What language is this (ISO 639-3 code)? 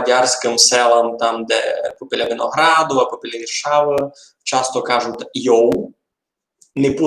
rue